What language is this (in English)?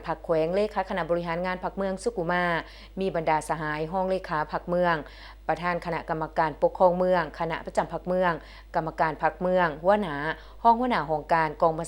Lao